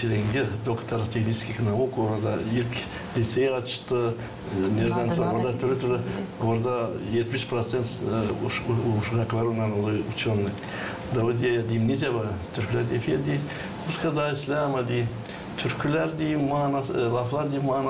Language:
Gagauz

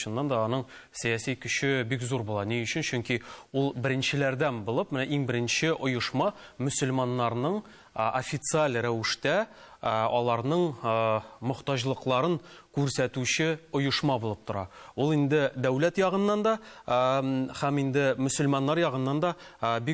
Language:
Tatar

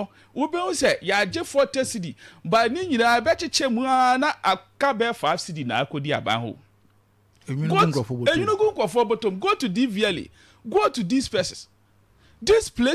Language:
Akan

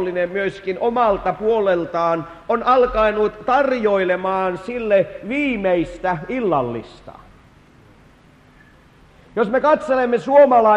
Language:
Finnish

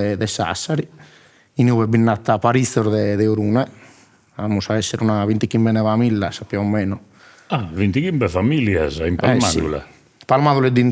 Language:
Sardinian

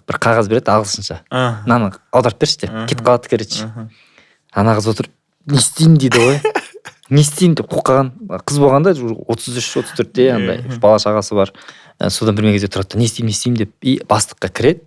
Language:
Kazakh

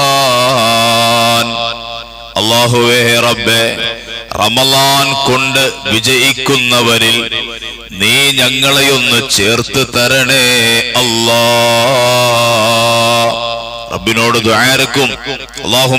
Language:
Malayalam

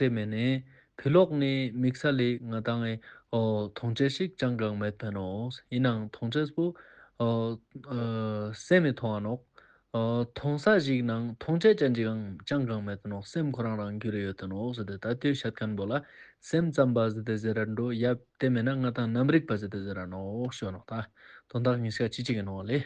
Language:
Ladakhi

